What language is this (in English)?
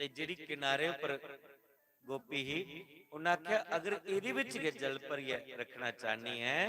Dogri